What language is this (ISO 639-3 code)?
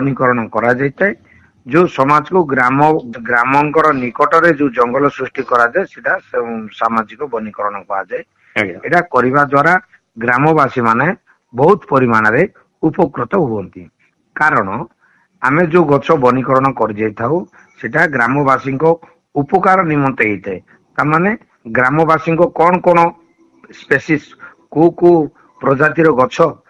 ori